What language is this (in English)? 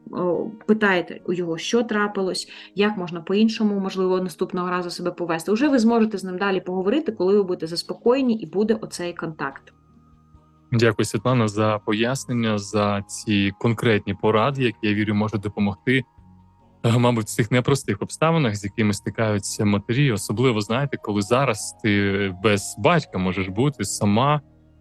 Ukrainian